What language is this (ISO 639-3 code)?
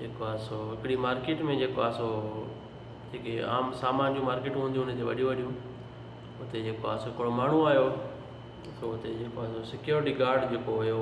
snd